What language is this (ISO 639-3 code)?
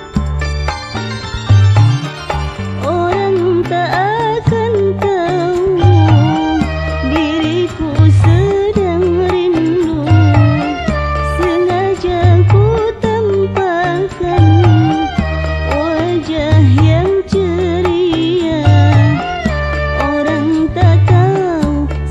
msa